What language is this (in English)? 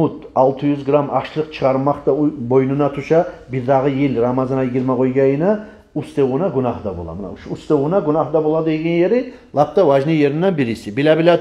Kumyk